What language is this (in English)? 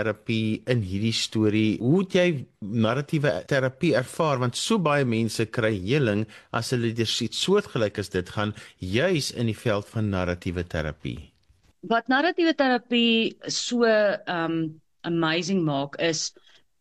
Afrikaans